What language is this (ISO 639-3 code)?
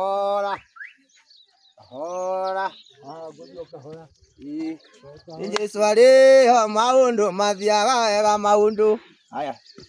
kik